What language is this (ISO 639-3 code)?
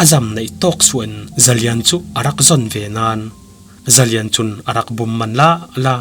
cfm